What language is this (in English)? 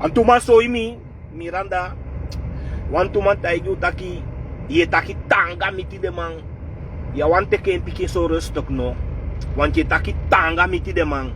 Sranan Tongo